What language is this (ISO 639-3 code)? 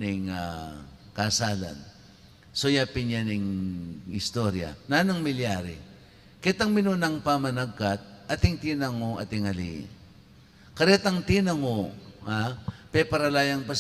pam